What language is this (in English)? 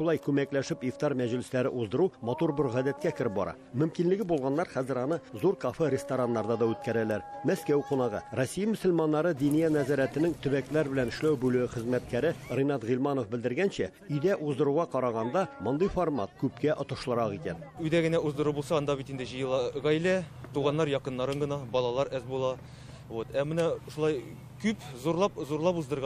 Tatar